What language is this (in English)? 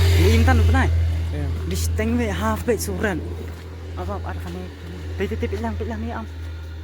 Khasi